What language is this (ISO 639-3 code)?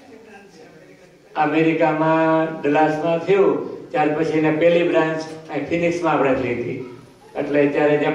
guj